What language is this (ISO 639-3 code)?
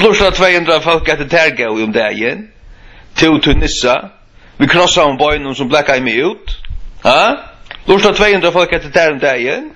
fao